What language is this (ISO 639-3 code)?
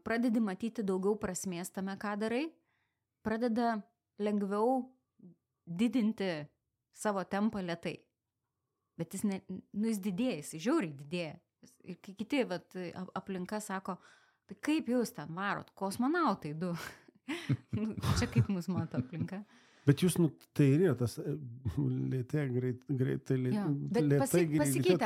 lit